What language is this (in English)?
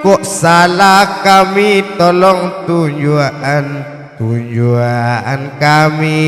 Minangkabau